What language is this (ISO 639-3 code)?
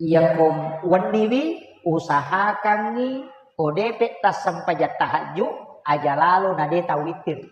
bug